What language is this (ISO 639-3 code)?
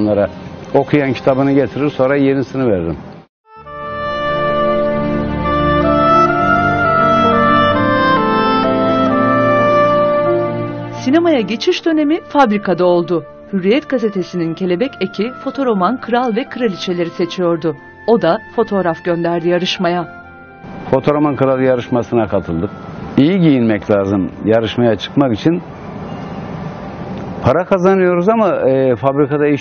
tur